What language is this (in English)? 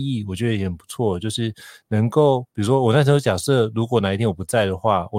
Chinese